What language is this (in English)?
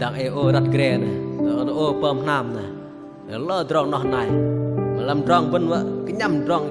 Bahnar